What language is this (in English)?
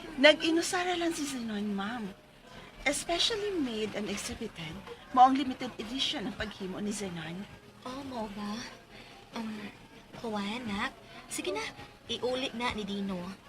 Cebuano